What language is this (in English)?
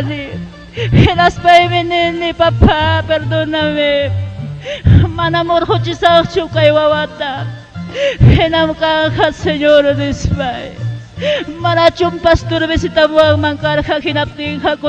Ayacucho Quechua